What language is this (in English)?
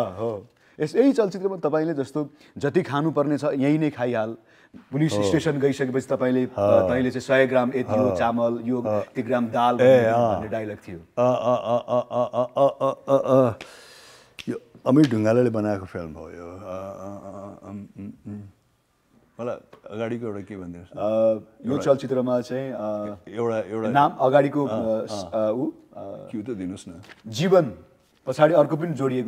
Nepali